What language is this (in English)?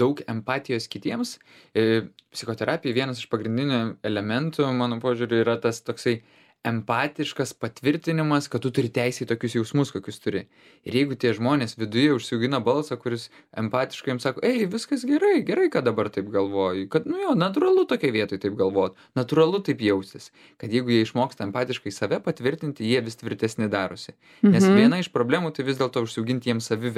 Lithuanian